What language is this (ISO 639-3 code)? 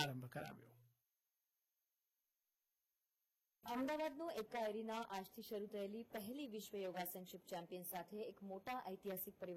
guj